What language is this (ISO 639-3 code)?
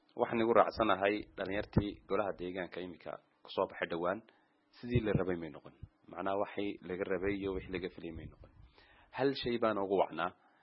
som